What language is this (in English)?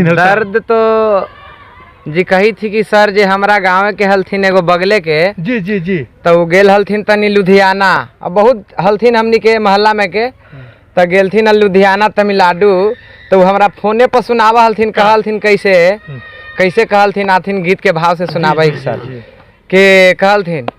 Magahi